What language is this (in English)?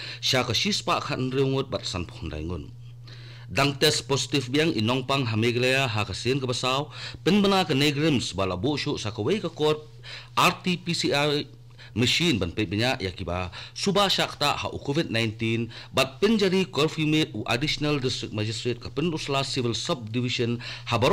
Khasi